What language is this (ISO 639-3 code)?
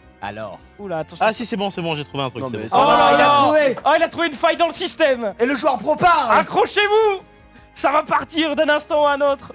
fra